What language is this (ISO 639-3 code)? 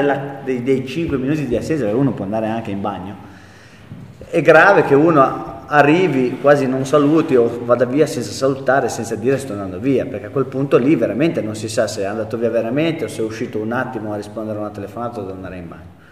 ita